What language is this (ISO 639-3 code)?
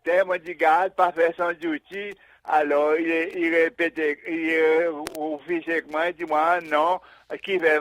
crs